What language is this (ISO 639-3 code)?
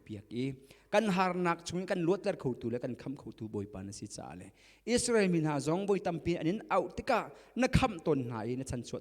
cnh